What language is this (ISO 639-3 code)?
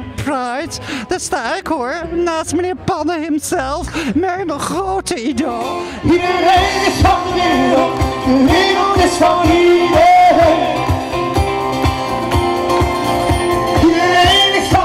nld